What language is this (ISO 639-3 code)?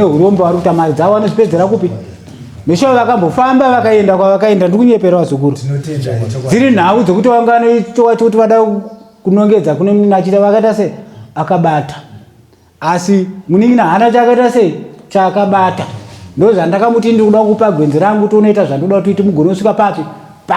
sna